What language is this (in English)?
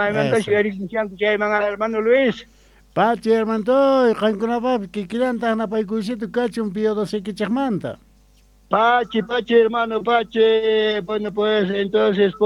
South Bolivian Quechua